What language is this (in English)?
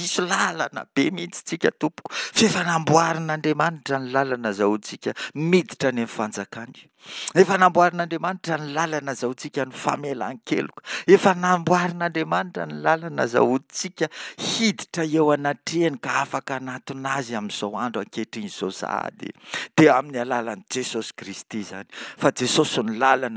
Malagasy